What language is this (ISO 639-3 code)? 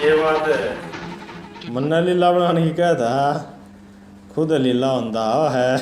bgc